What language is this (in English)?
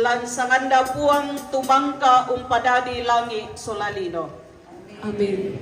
Toraja-Sa'dan